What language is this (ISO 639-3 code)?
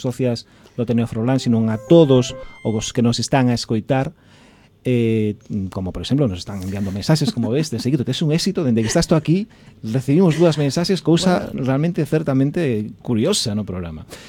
glg